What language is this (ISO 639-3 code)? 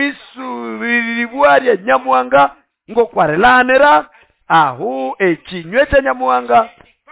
nnb